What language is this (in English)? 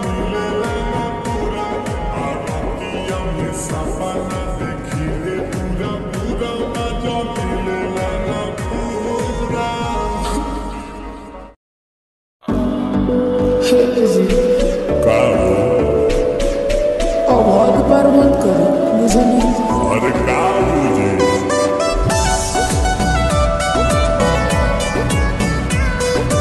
Bhojpuri